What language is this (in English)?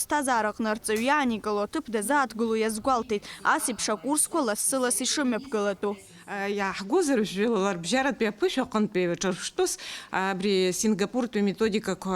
Abkhazian